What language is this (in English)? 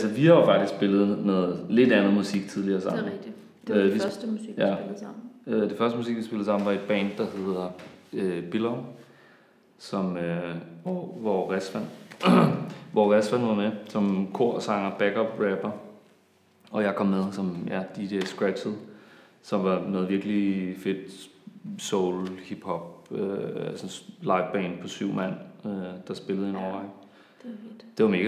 Danish